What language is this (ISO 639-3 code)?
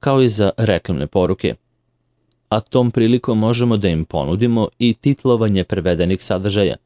srp